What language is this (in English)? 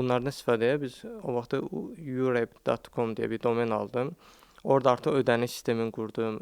Azerbaijani